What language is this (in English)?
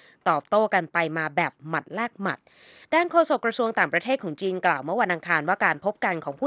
Thai